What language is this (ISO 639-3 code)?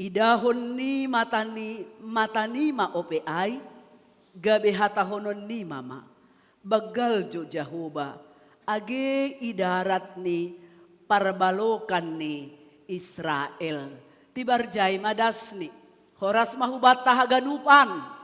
bts